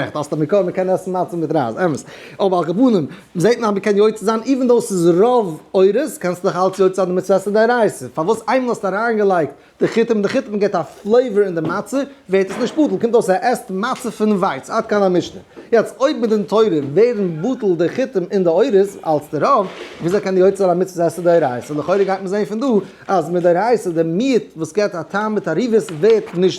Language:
Yiddish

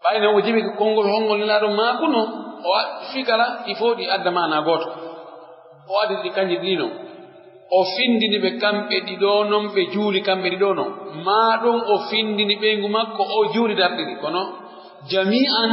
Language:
Pular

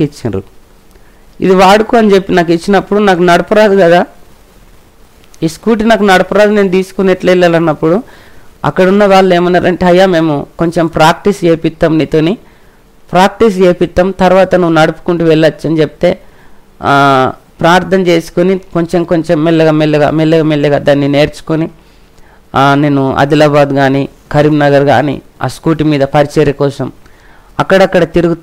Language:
Telugu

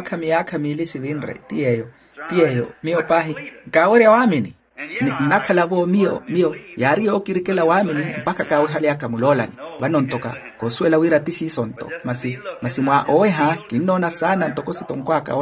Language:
Makhuwa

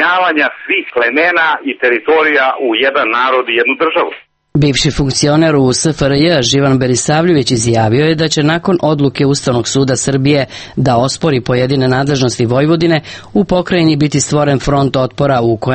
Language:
Serbian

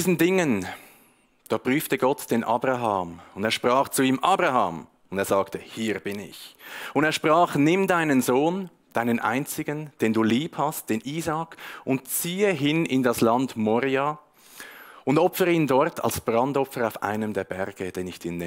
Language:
Swiss German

